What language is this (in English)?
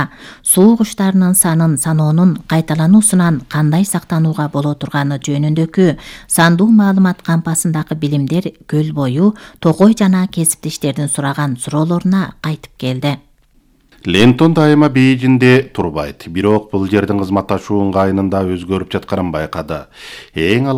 Kyrgyz